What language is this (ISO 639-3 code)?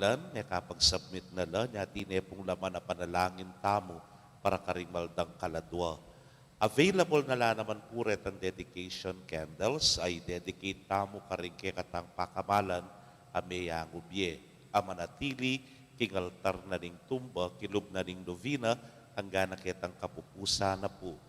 pam